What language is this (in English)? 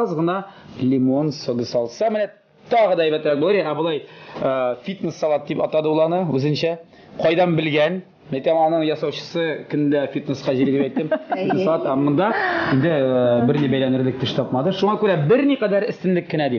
Tatar